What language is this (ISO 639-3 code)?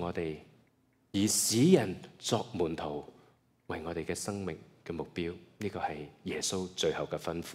yue